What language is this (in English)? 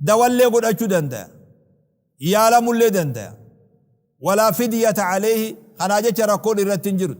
Oromo